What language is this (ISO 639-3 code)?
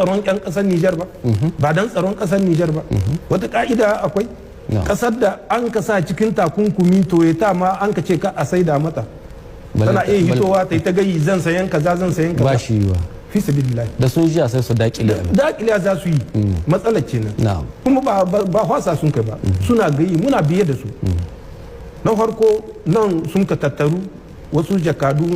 hau